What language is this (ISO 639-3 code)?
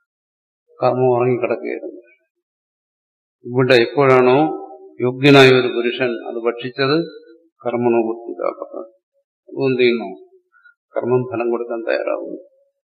mal